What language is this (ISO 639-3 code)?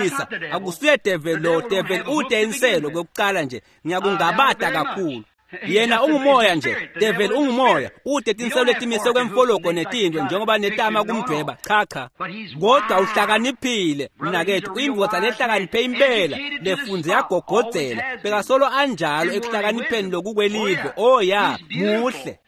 ssw